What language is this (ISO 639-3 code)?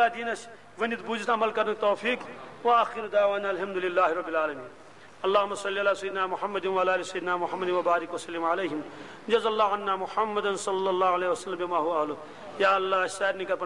kas